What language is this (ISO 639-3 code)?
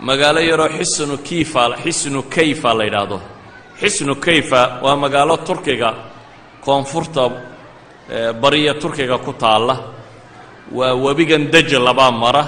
som